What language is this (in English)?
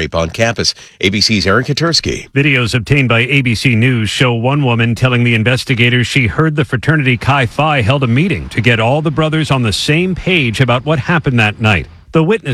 English